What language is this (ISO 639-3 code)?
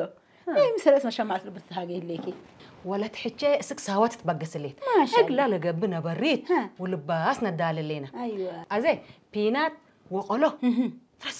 tir